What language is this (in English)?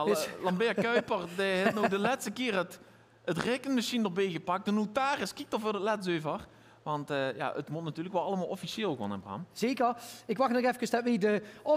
Limburgish